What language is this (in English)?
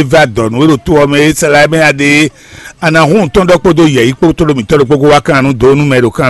Fon